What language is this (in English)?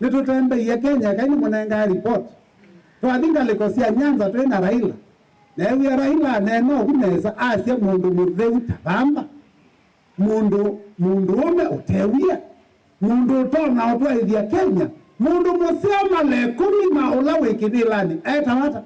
Kamba